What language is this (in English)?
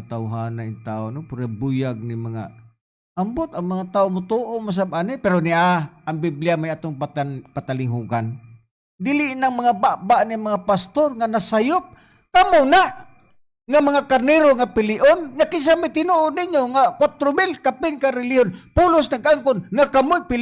Cebuano